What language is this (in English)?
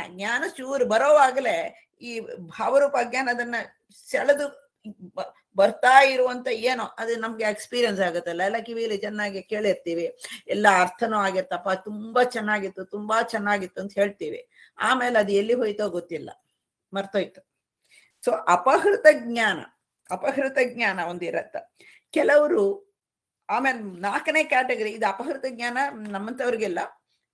Kannada